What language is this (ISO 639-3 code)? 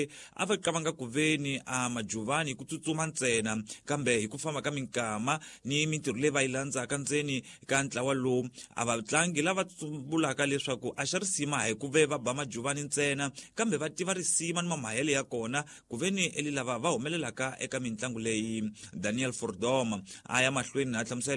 tso